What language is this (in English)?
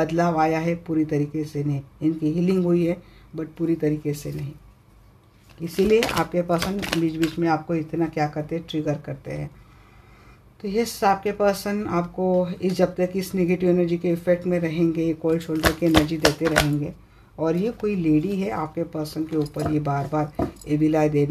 Hindi